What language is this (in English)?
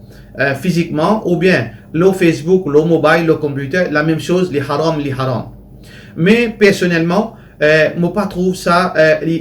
Morisyen